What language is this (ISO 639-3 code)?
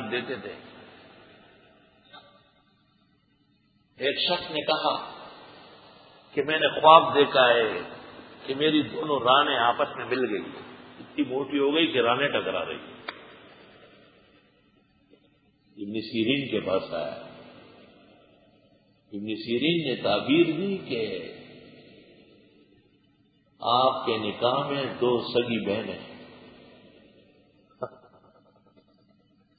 urd